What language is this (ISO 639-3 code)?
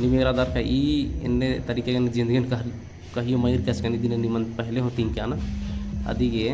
kru